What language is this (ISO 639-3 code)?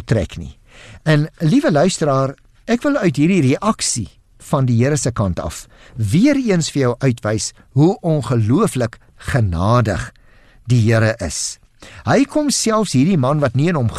afr